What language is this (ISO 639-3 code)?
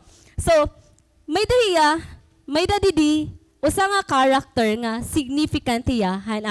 war